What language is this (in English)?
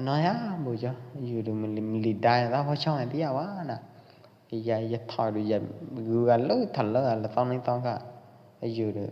Pwo Eastern Karen